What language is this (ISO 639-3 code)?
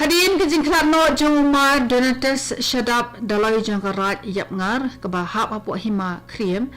kha